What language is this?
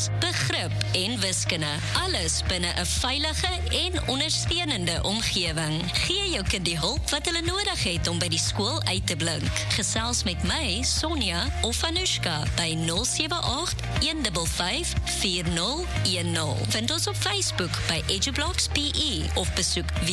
Afrikaans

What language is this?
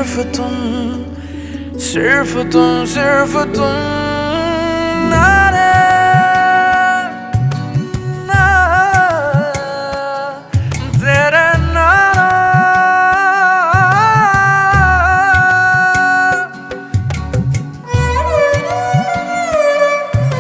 Hindi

